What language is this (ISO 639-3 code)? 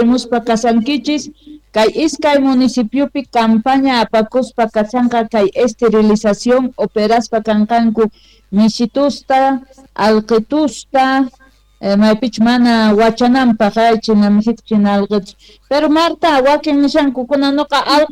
quh